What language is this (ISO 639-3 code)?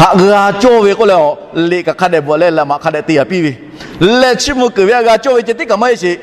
lhu